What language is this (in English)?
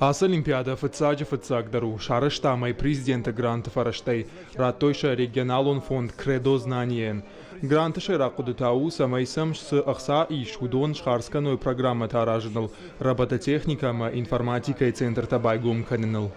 Ossetic